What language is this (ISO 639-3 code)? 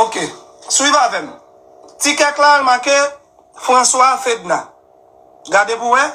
hat